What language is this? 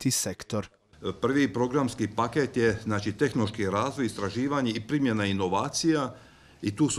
Croatian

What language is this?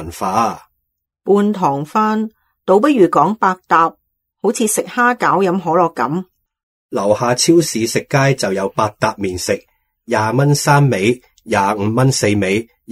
Cantonese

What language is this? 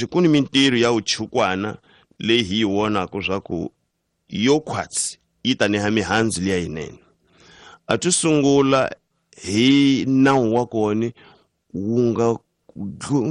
Tsonga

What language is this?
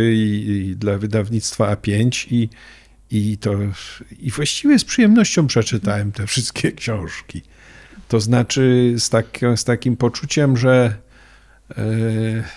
Polish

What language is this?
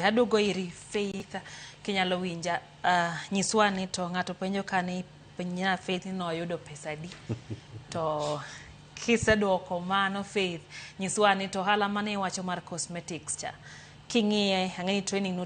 Luo (Kenya and Tanzania)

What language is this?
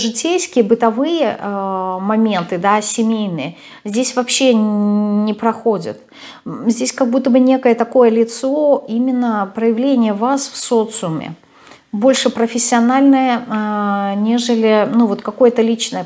Russian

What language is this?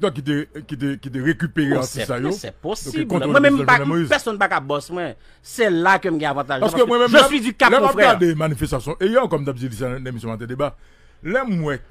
Haitian Creole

